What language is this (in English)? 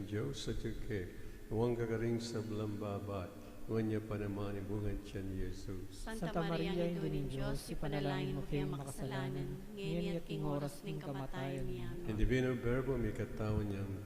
Pampanga